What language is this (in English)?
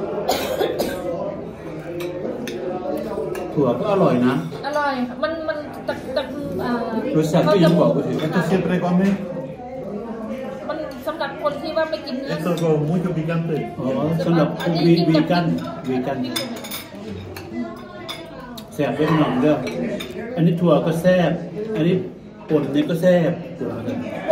Thai